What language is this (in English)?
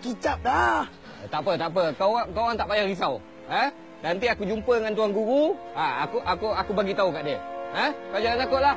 Malay